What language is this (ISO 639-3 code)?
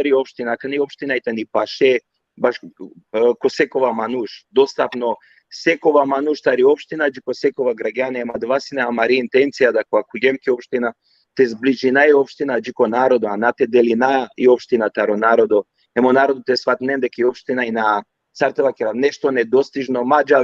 rmn